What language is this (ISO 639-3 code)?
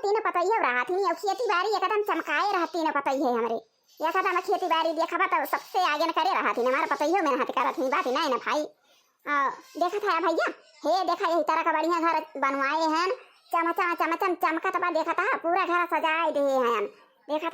awa